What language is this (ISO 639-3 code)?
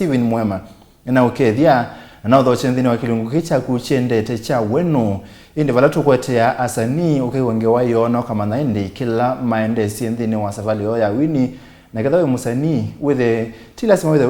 kam